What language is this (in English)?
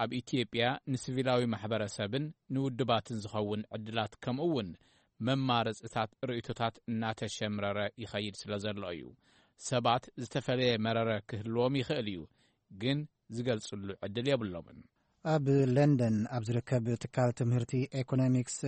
Tigrinya